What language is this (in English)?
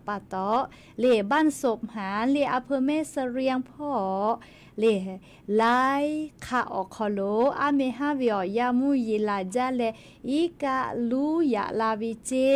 Lahu